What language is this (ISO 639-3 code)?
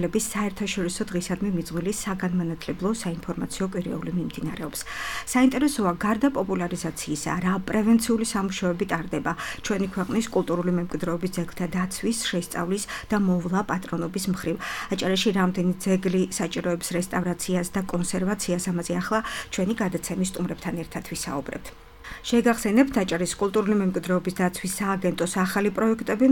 kat